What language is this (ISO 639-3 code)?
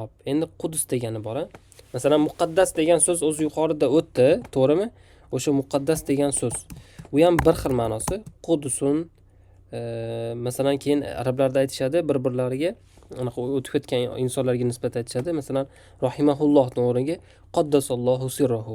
uzb